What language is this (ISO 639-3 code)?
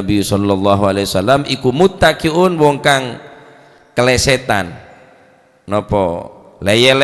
mad